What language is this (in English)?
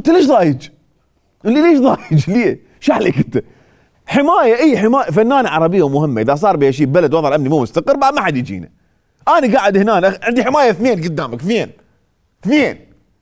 Mesopotamian Arabic